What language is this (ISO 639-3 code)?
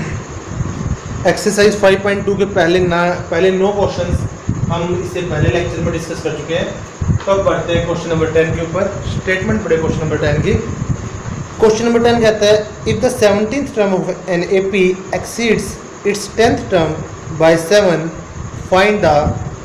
hin